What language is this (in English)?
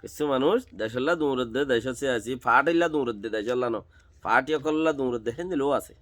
Rohingya